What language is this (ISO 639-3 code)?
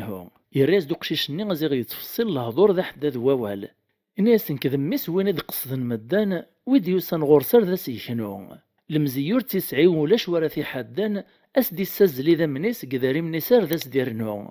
kab